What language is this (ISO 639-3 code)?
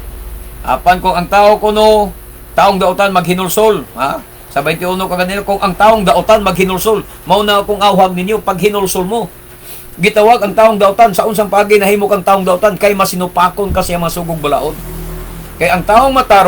ceb